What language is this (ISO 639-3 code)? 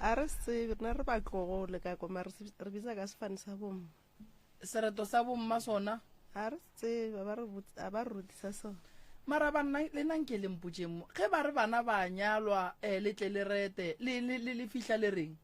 nso